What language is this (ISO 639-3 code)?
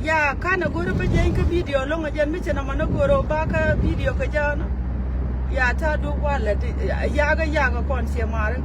nus